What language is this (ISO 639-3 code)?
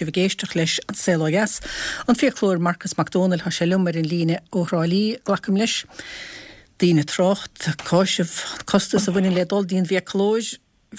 gle